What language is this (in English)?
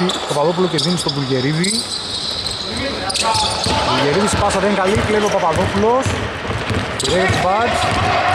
Greek